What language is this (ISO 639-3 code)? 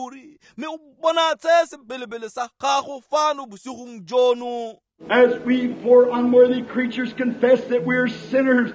tsn